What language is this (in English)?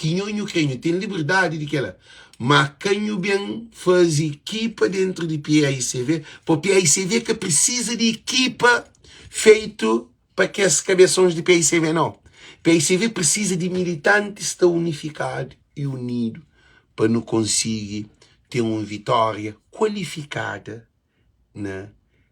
Kabuverdianu